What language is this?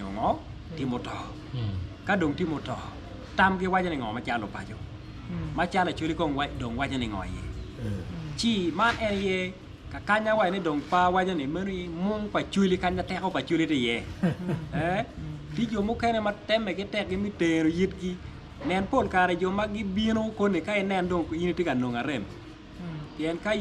Acoli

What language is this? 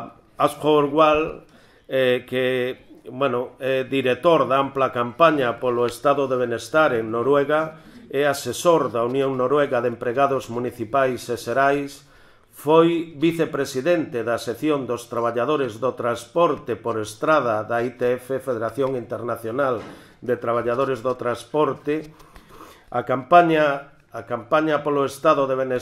Galician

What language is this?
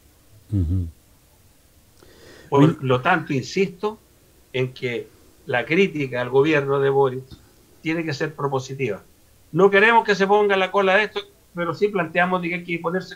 Spanish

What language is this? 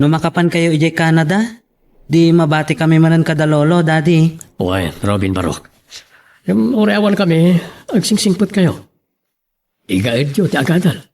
Iloko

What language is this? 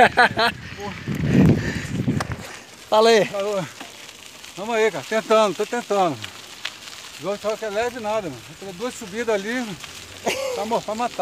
Portuguese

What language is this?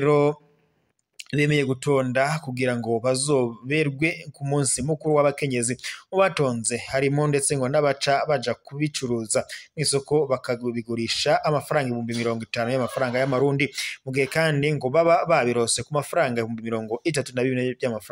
Rundi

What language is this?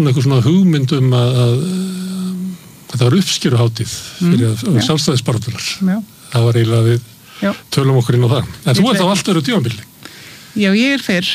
Icelandic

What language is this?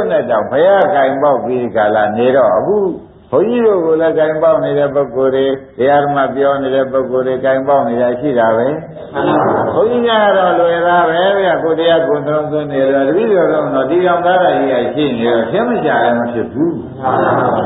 Burmese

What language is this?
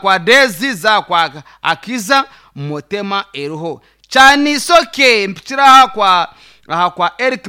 Nyankole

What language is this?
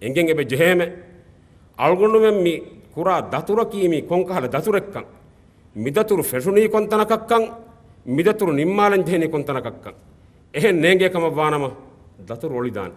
Divehi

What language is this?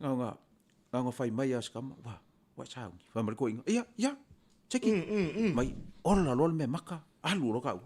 Samoan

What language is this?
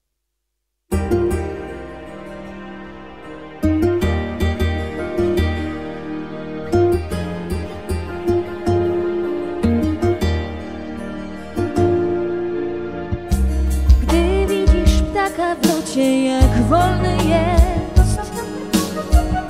Polish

